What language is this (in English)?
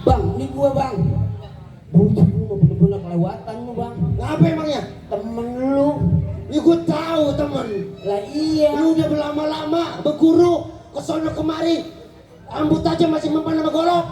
Betawi